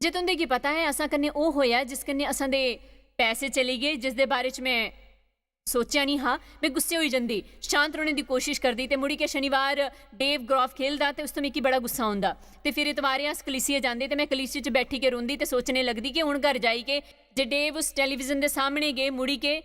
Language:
Dogri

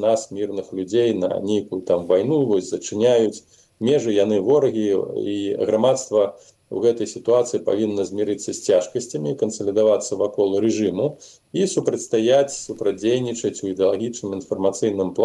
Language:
Belarusian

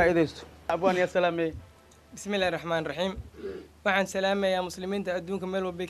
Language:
Somali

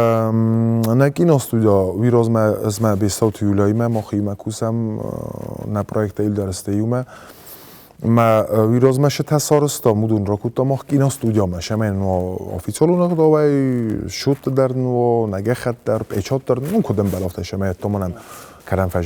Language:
Ossetic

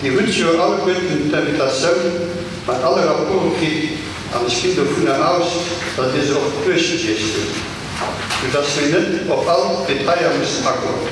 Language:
Luxembourgish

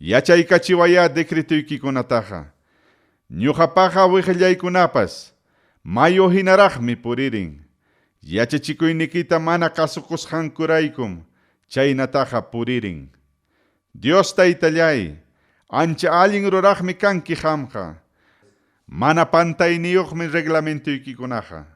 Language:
Ayacucho Quechua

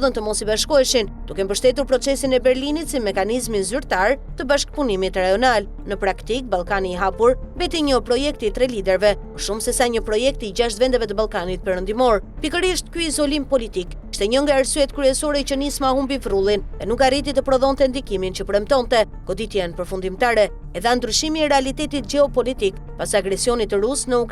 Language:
Albanian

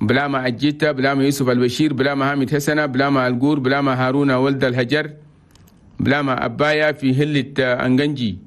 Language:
Chadian Arabic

